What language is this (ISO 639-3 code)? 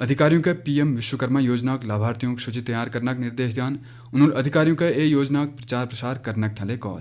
gbm